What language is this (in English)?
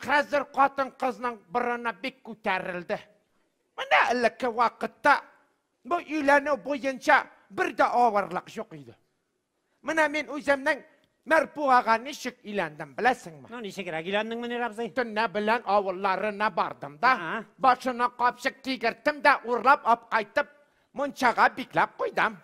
Tatar